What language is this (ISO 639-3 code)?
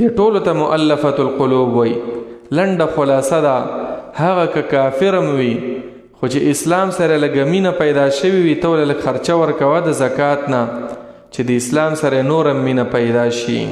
pus